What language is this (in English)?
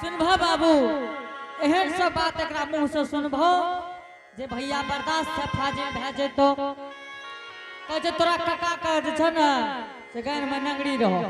Angika